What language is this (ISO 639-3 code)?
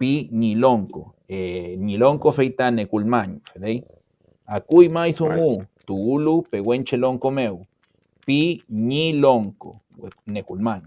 arn